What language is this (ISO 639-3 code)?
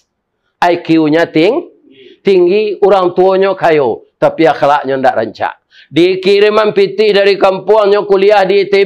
min